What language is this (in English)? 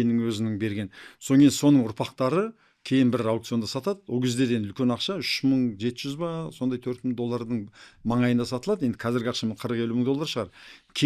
Kazakh